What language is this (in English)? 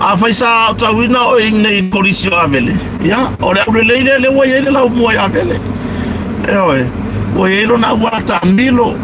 Samoan